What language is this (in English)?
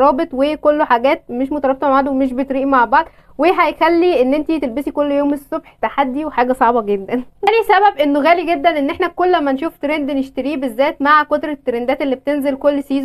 Egyptian Arabic